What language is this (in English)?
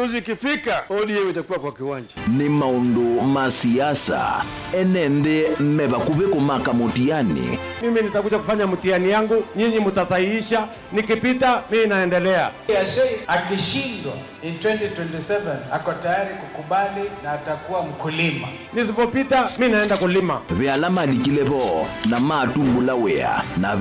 Kamba